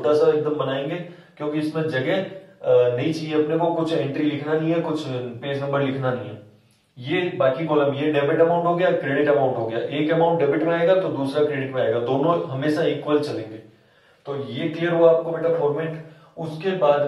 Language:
Hindi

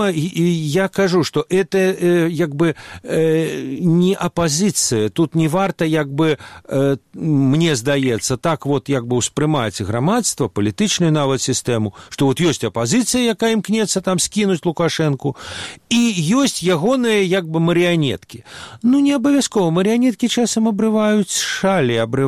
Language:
Belarusian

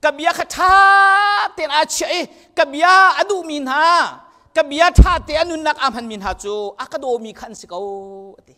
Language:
Hakha Chin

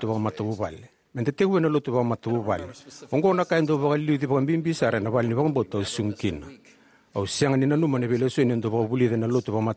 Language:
Fijian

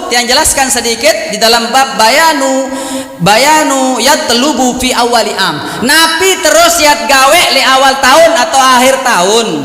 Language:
Sasak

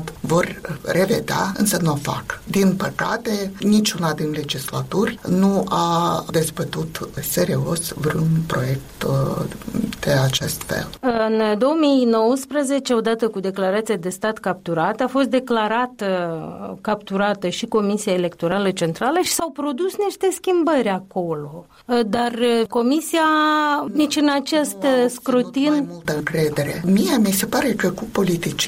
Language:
Romanian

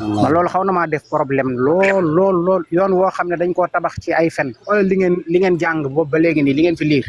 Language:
Wolof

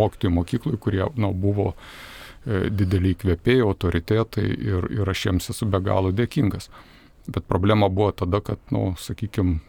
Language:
Lithuanian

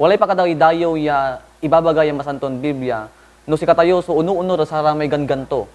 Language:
Pangasinan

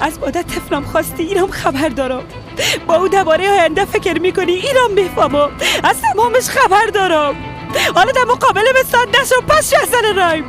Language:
Persian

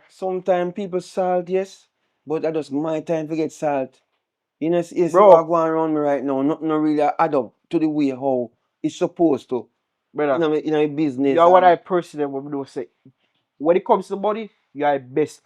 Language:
Jamaican Creole English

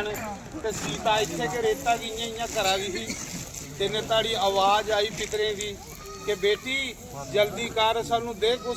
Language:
Dogri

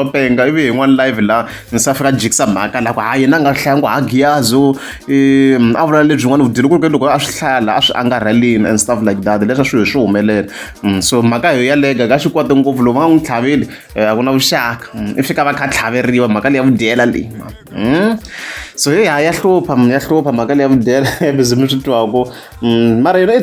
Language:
Tsonga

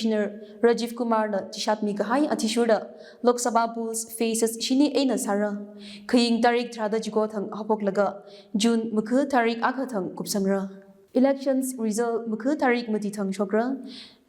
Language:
Tangkhul Naga (India)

